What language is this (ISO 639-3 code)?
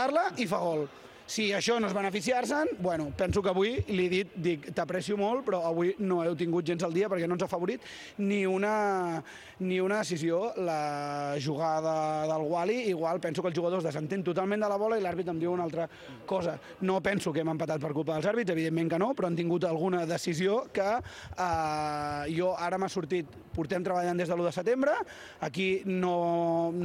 cat